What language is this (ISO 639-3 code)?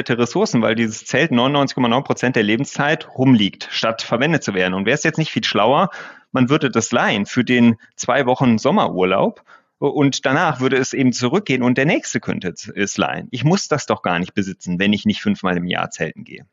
deu